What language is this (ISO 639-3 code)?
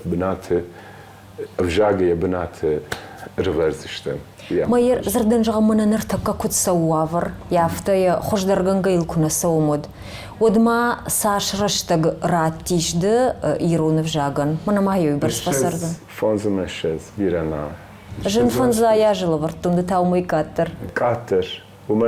oss